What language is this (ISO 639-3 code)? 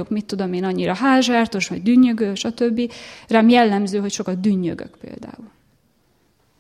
hun